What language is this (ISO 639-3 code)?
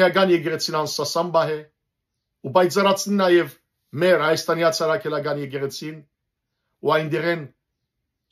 hyw